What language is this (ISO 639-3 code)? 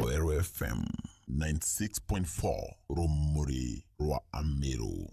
mer